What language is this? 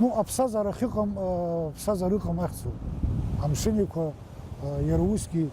Abkhazian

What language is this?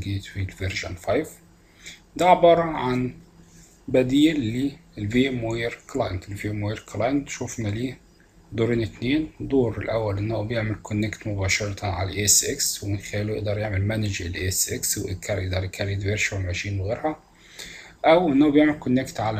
Egyptian Arabic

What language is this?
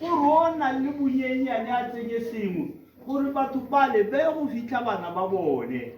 Tswana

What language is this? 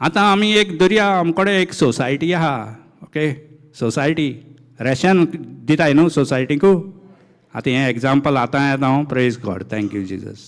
Konkani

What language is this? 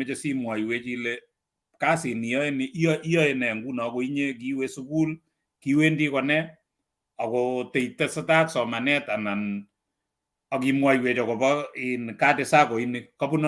Kalenjin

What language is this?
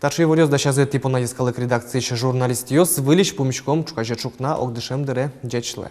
Udmurt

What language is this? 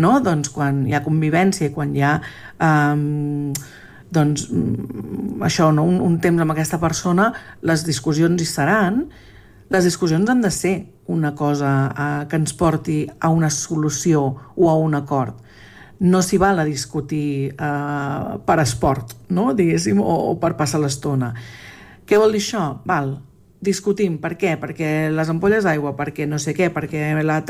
Catalan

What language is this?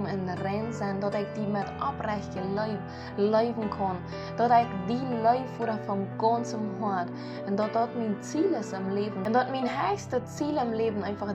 Plautdietsch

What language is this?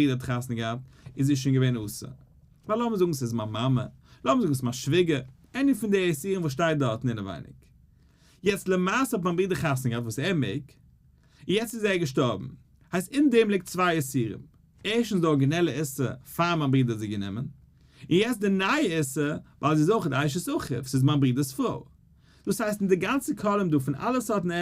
Yiddish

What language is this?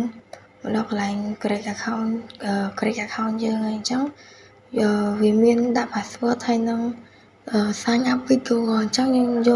Khmer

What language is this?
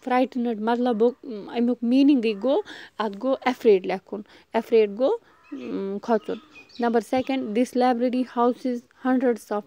Kashmiri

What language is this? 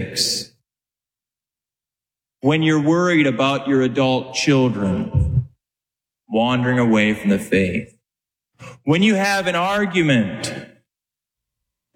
English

